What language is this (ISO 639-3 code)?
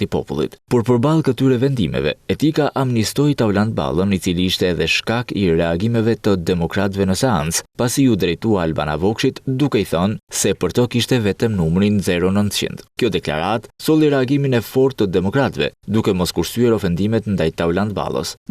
sqi